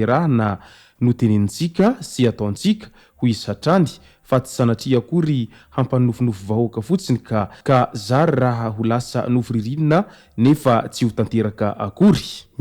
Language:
Malagasy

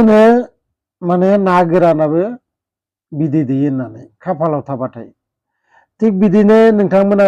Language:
Bodo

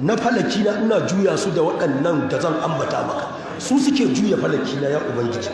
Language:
Hausa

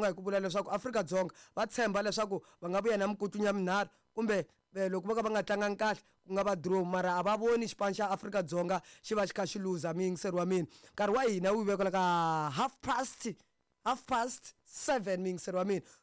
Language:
Tsonga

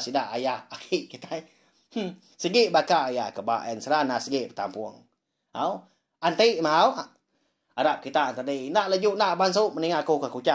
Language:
Iban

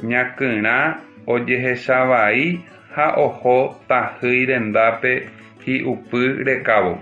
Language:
Guarani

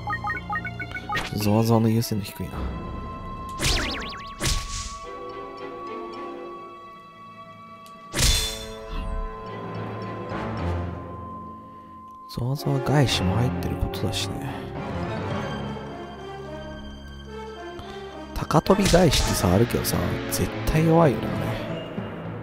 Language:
Japanese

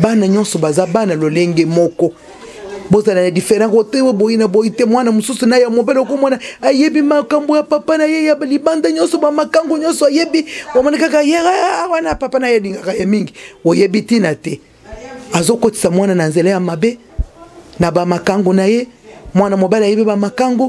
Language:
Lingala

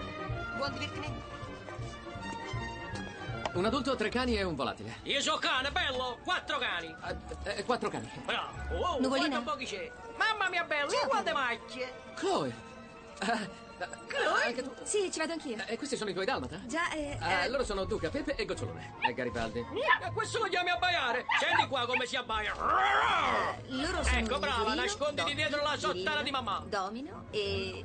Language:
Italian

